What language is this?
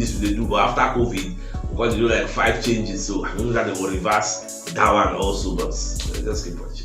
Nigerian Pidgin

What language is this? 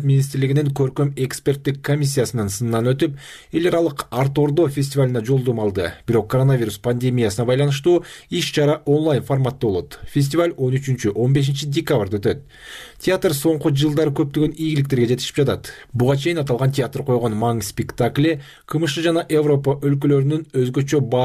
Kyrgyz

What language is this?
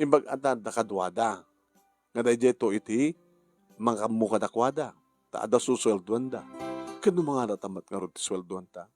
Iloko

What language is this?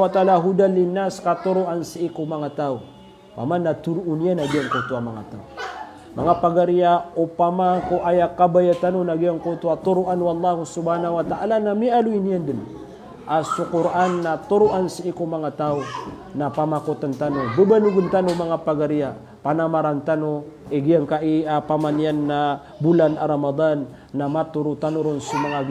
Maranao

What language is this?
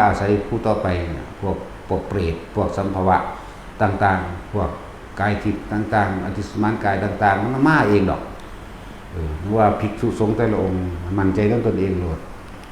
Northeastern Thai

